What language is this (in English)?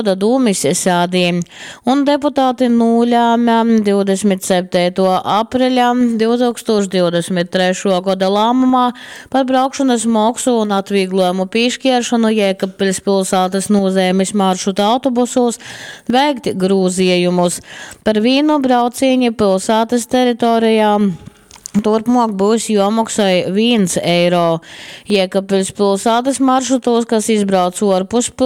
Latgalian